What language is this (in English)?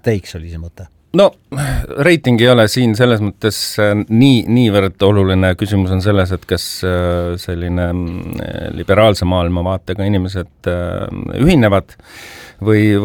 Estonian